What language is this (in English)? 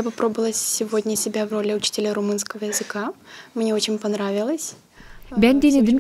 Gagauz